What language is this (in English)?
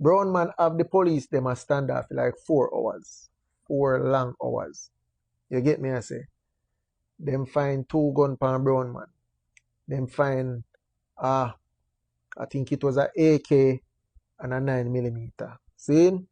Jamaican Creole English